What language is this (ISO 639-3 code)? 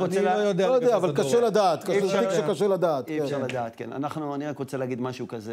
heb